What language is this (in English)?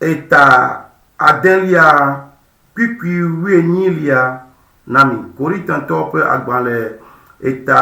Ewe